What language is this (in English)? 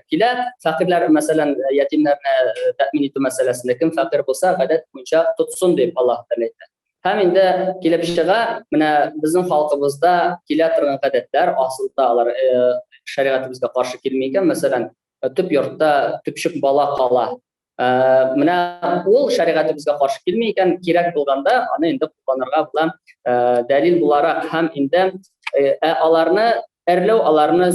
Tatar